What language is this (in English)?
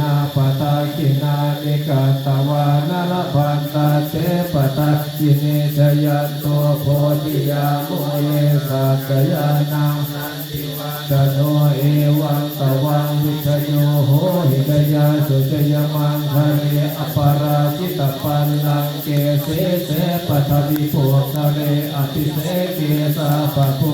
Pali